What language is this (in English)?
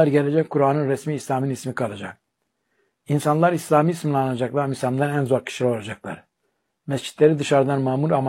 Turkish